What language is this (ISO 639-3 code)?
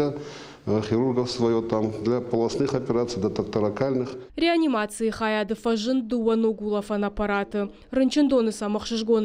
oss